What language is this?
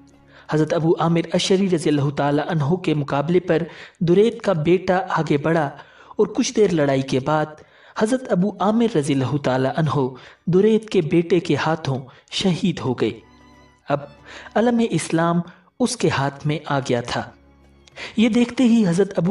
Urdu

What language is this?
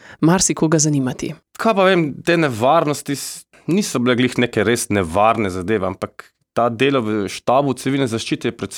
Slovenian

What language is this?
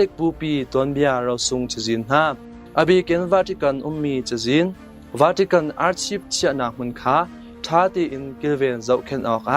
Hakha Chin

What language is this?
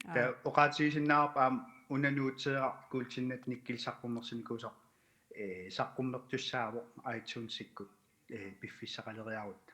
Kalaallisut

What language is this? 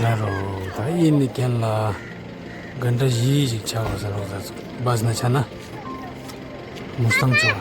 Ladakhi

